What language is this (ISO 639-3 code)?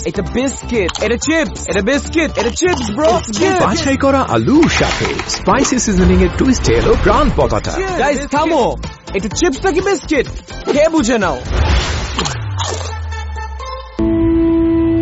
ben